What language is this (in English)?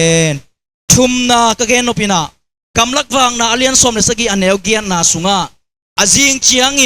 Tedim Chin